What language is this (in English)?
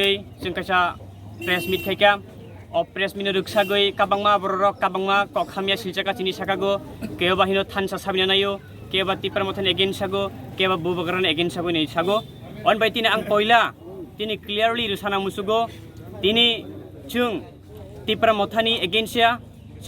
Kok Borok